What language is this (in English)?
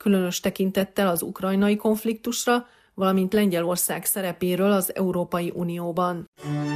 Hungarian